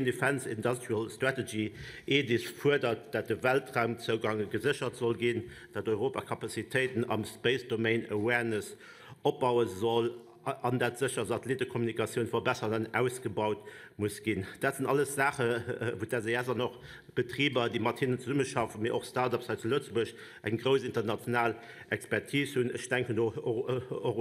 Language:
Luxembourgish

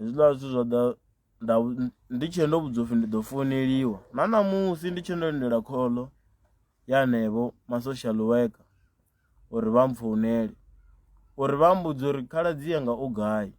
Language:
Venda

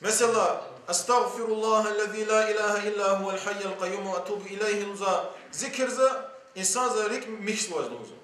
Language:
Lezghian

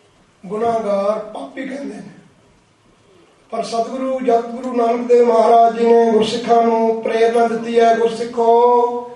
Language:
Punjabi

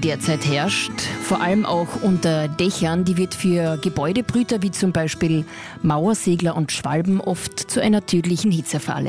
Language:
German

